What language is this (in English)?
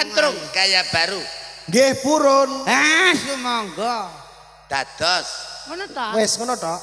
Javanese